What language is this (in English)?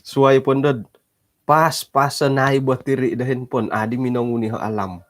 Central Dusun